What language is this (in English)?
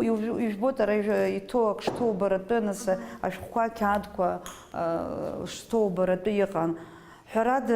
Abkhazian